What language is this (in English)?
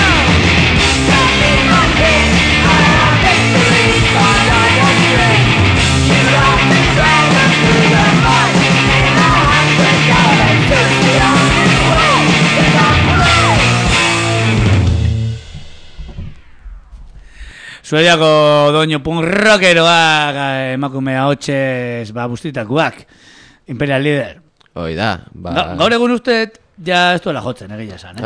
Basque